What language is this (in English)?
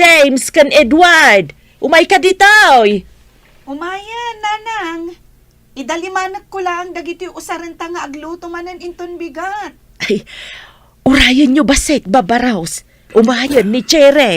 Iloko